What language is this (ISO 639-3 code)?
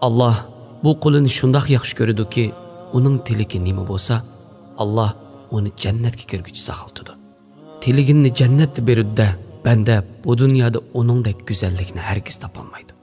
uig